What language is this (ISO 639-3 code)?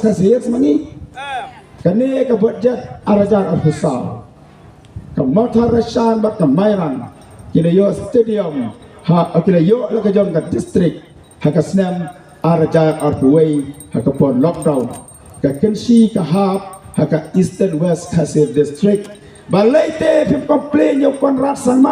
kha